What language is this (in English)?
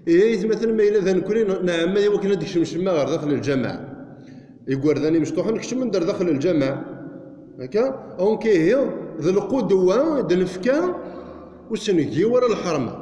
Kabyle